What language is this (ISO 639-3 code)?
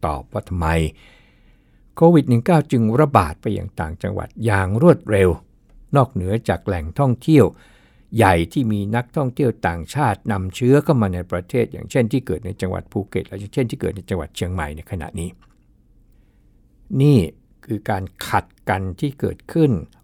tha